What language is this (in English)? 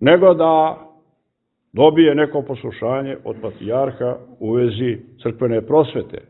Serbian